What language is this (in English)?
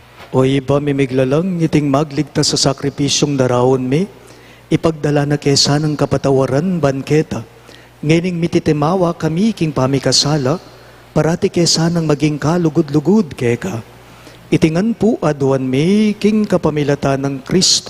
Pampanga